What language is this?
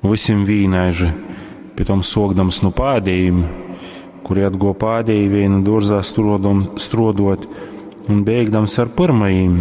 Latgalian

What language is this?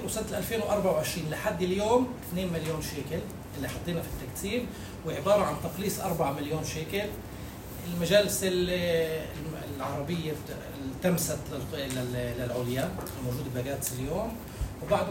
North Levantine Arabic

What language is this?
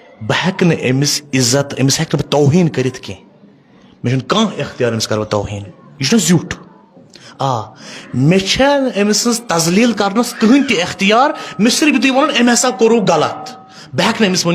Kashmiri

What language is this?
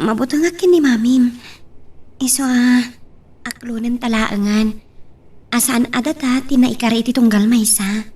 Iloko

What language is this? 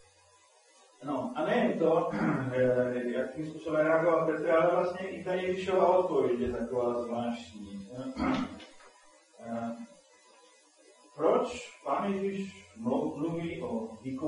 Czech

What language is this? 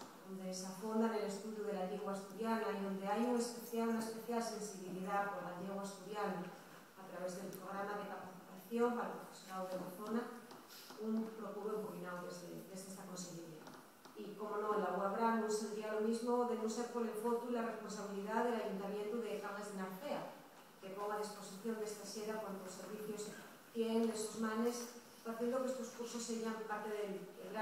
Asturian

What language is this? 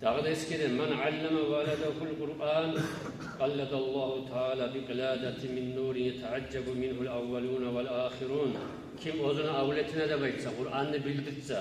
Kumyk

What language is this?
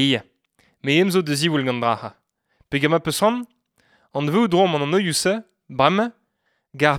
Breton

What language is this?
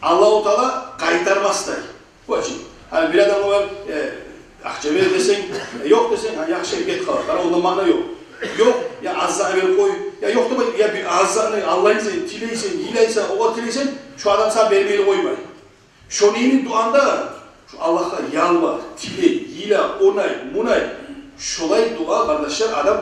Kumyk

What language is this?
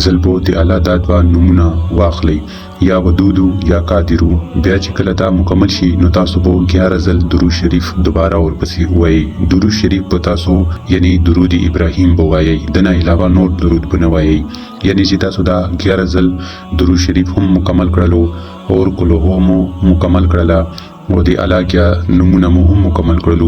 Pashto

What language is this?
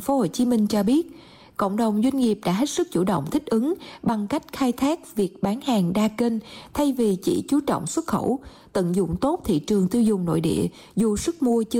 Vietnamese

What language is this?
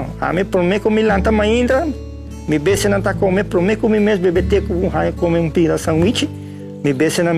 Papiamento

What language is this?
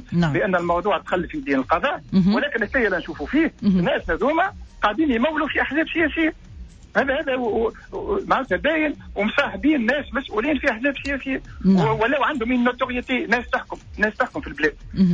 Tunisian Arabic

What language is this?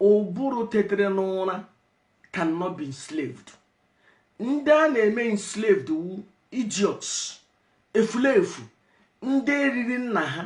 Igbo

